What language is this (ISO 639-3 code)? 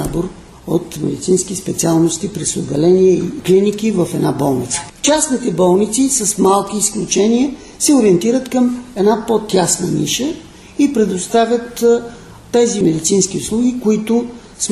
bul